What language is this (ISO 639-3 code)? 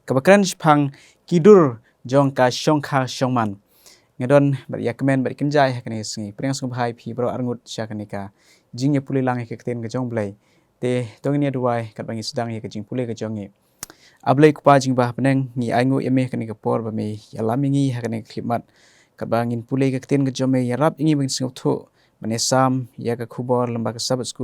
kha